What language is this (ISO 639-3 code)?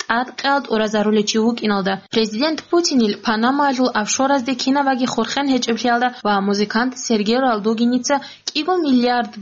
ava